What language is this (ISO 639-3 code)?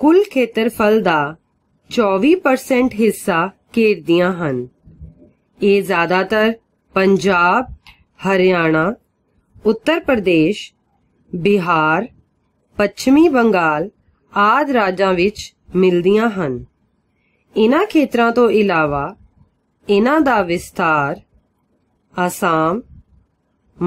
pan